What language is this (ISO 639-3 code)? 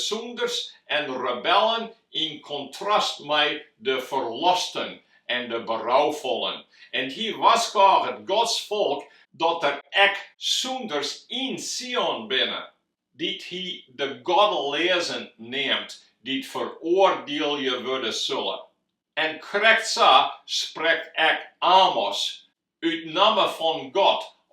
fry